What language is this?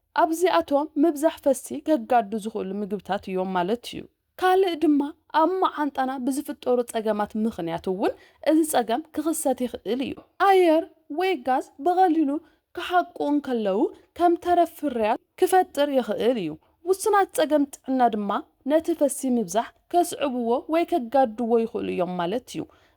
Tigrinya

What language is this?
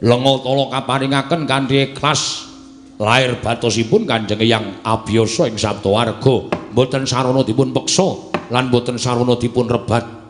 Javanese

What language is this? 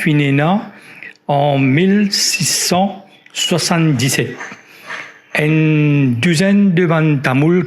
Morisyen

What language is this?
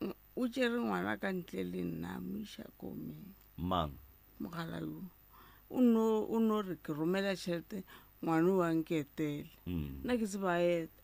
Northern Sotho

